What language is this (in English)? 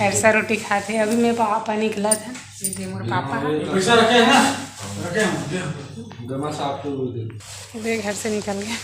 Chhattisgarhi